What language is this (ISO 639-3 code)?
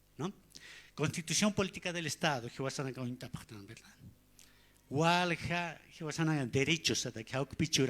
aym